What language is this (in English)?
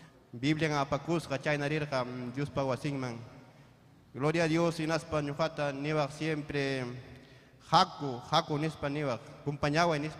Ayacucho Quechua